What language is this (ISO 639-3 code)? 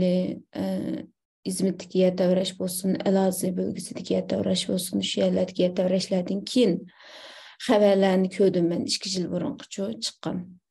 uig